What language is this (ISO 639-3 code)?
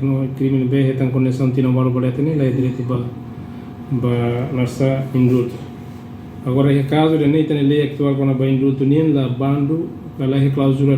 tet